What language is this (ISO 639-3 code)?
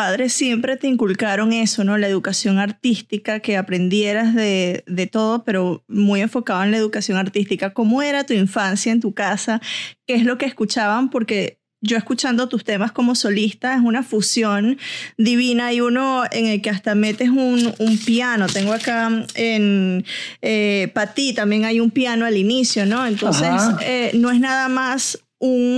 spa